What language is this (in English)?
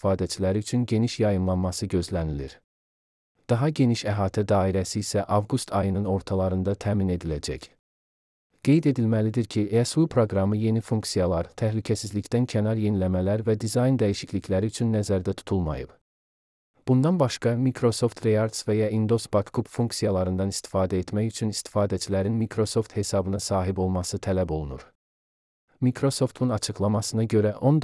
Azerbaijani